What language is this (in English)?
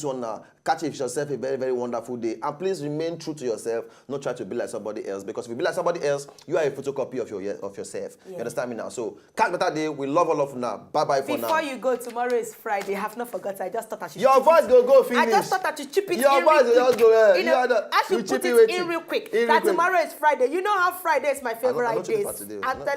Nigerian Pidgin